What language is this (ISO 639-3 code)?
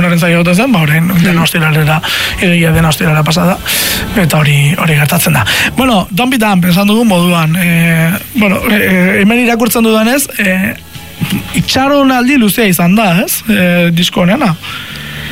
eus